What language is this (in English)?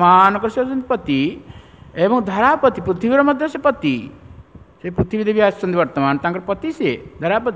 Odia